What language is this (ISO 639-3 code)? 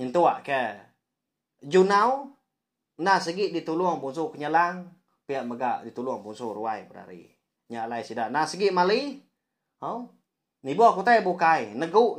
iba